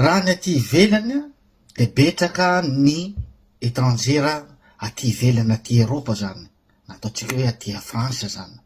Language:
Malagasy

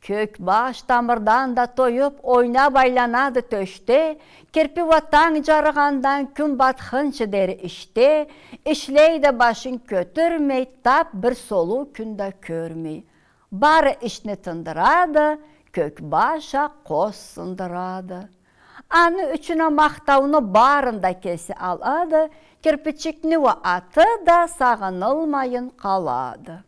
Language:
Karachay-Balkar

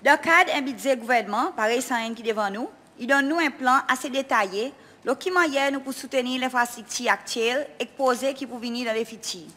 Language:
Seselwa Creole French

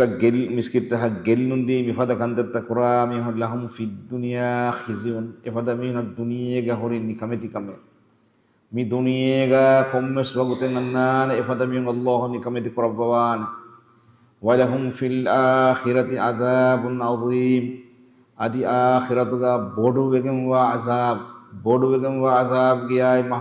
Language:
Divehi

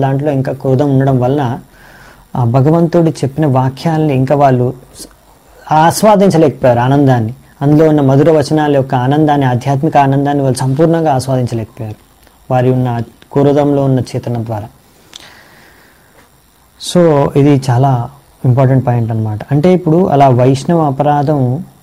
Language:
Telugu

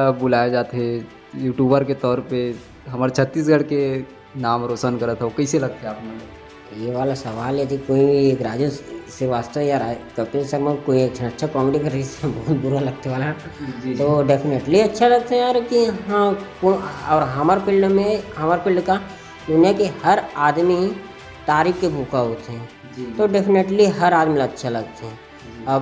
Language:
Chhattisgarhi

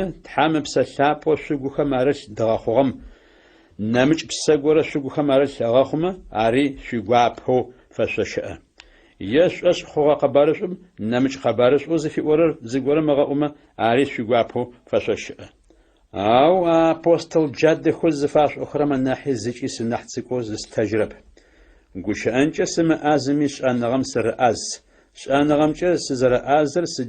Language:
Adyghe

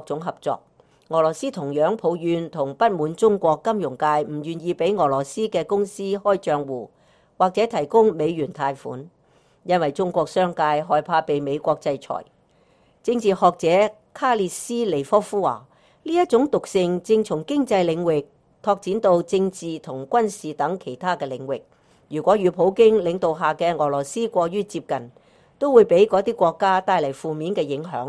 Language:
Cantonese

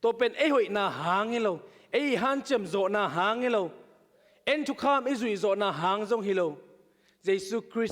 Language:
Tedim Chin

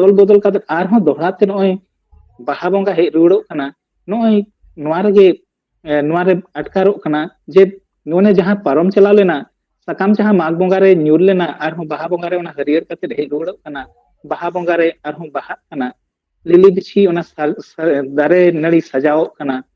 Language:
Santali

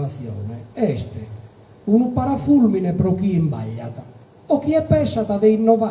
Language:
Sardinian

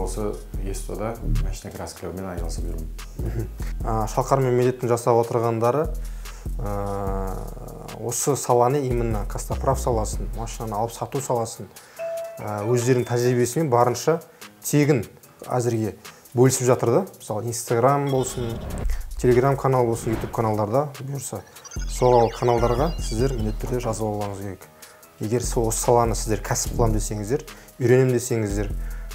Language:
Kazakh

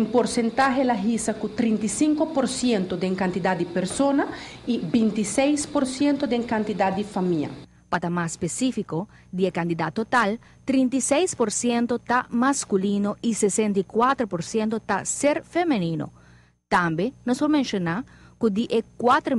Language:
Papiamento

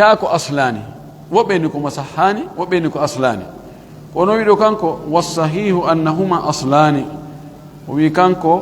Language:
Pular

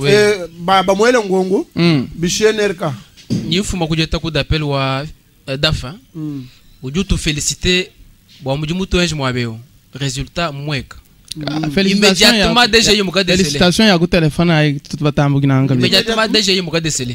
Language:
Luba-Lulua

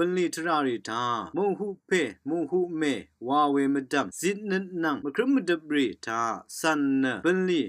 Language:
Rawang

